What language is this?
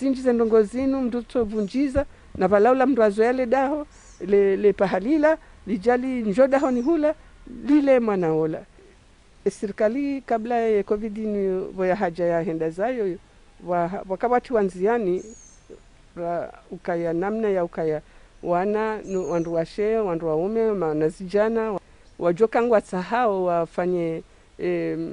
Ngazidja Comorian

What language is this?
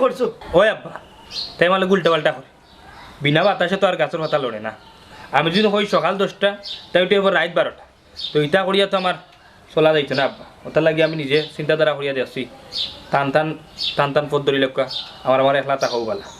Sylheti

